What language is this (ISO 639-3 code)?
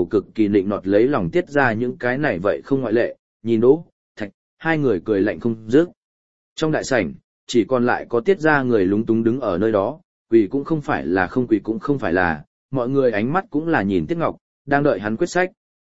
vie